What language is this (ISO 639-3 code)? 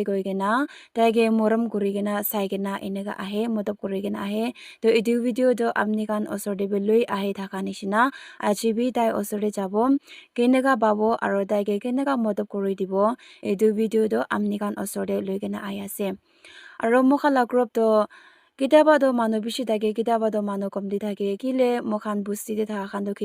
nag